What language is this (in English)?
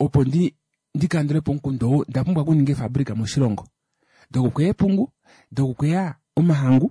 Kuanyama